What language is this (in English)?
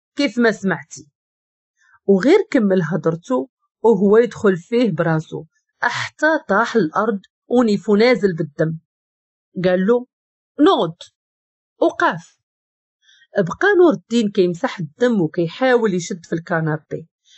Moroccan Arabic